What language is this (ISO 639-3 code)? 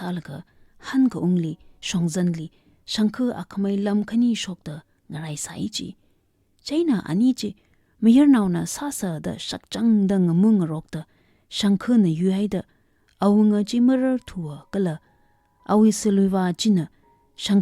nmf